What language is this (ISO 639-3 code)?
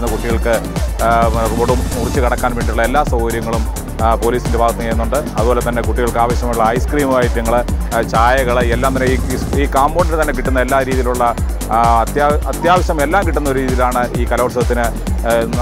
mal